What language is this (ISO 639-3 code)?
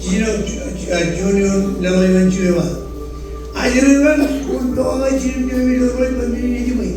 mah